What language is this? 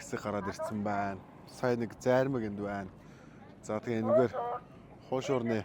Mongolian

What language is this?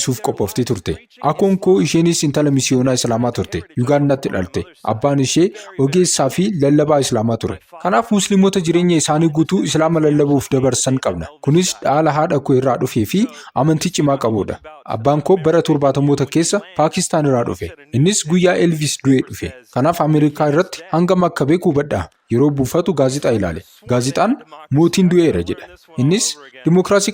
Oromo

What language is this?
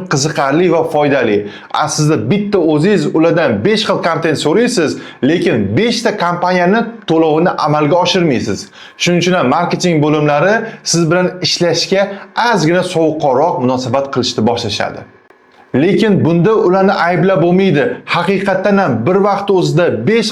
Uzbek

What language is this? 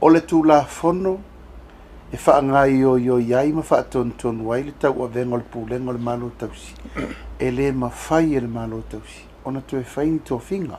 Samoan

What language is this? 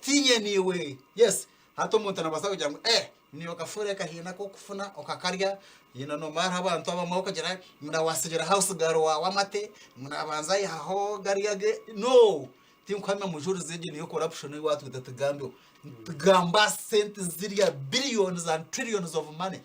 Nyankole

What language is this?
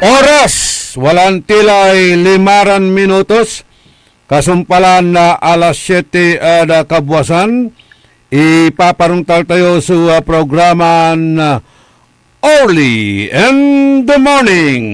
Pangasinan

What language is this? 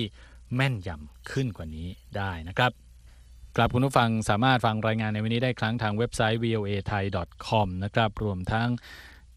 Thai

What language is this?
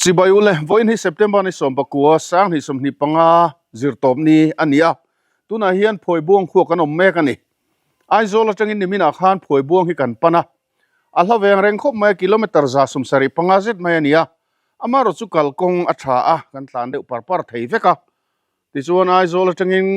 Mizo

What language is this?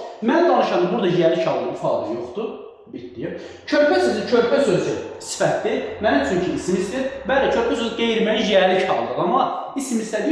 Azerbaijani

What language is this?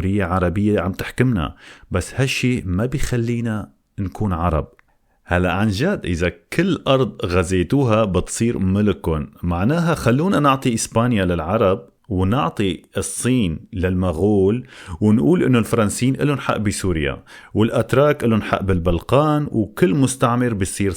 North Levantine Arabic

